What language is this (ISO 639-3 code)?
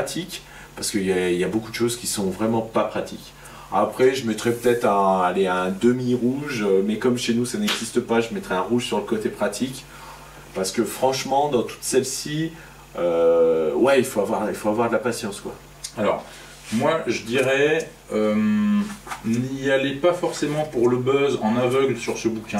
fra